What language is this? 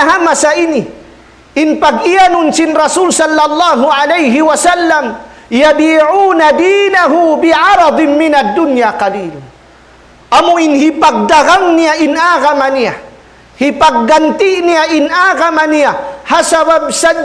Tausug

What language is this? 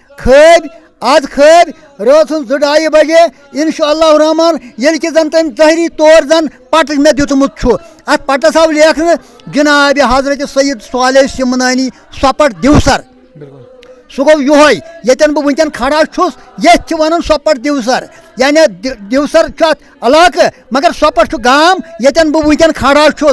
Kashmiri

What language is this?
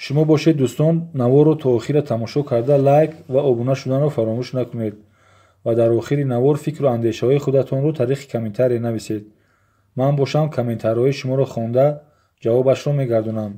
Tajik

